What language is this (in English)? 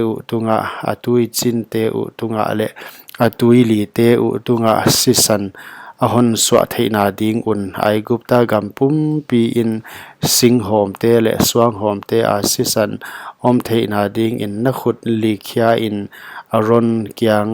Paite Chin